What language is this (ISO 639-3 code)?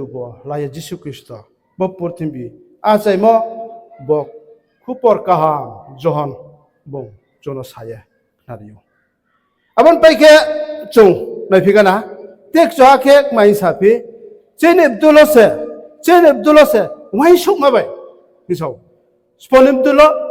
ria